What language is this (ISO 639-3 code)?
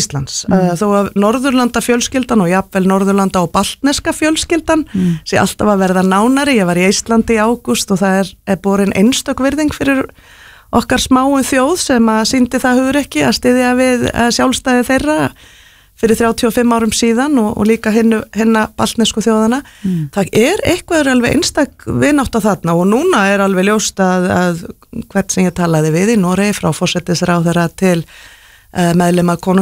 isl